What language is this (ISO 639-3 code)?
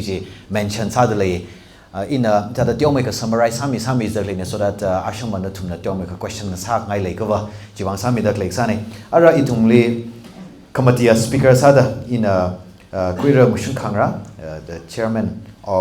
nmf